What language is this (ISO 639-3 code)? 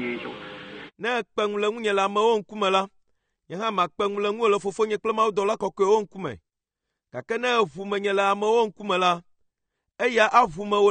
ewe